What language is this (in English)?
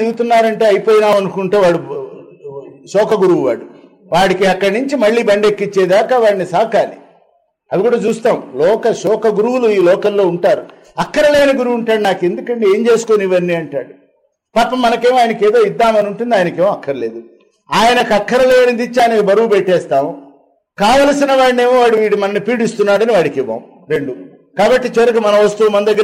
Telugu